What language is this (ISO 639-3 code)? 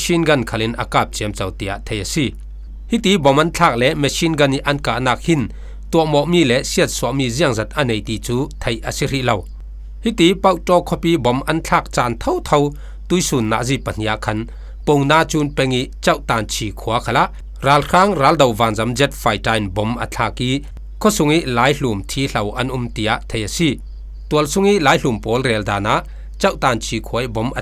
cfm